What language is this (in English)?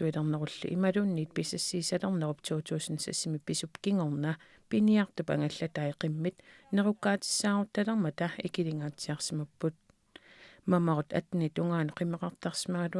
Kalaallisut